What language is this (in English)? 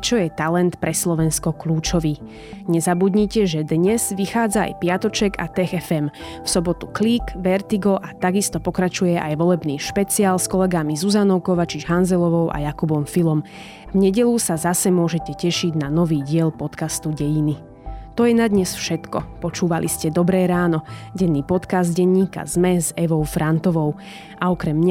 Slovak